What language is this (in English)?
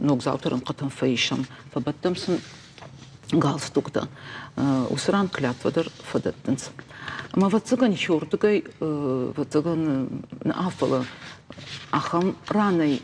Ossetic